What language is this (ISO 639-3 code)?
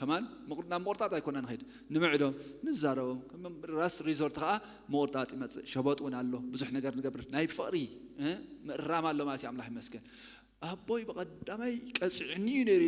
tir